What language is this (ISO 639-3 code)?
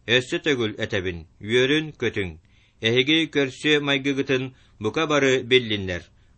sah